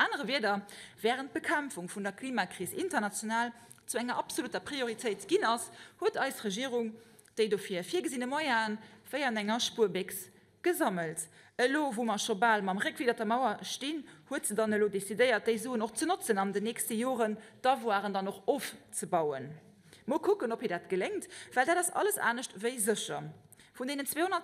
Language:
Luxembourgish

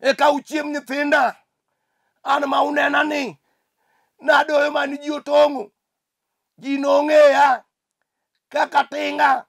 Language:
Luo (Kenya and Tanzania)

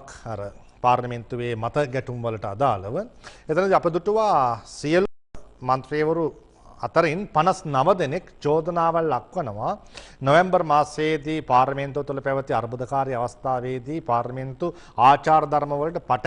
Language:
Sinhala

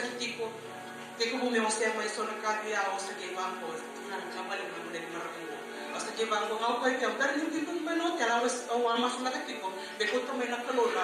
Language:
Fijian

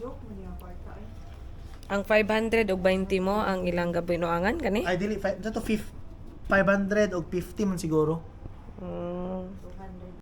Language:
Cebuano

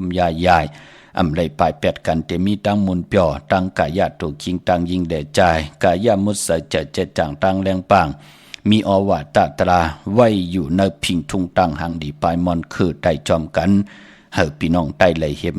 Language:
Shan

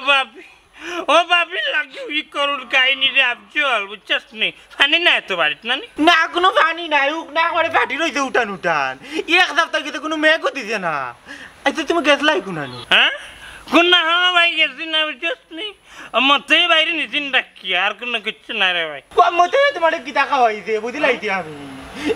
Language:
Sylheti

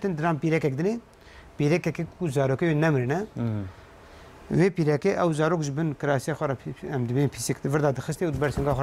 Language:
Kurdish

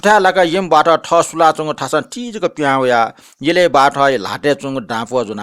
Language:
Newari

